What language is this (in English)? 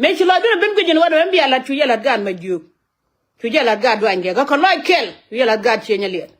Nuer